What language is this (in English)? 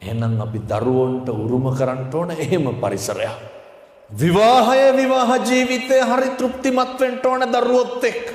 Sinhala